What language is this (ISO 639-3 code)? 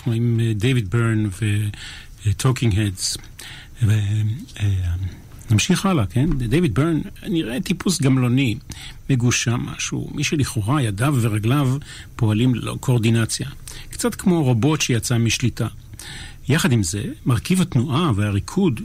heb